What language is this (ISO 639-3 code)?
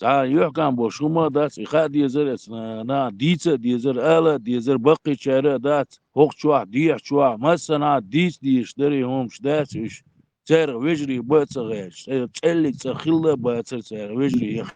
che